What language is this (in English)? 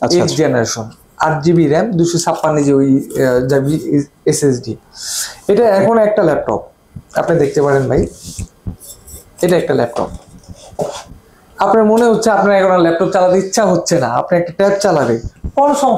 Bangla